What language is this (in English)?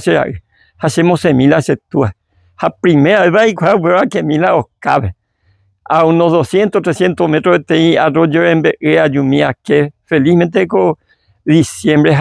Guarani